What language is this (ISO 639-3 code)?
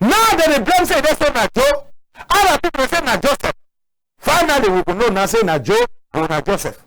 wes